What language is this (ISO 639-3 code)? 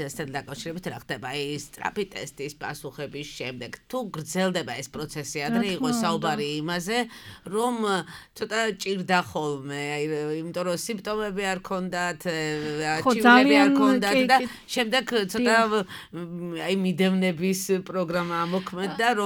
kat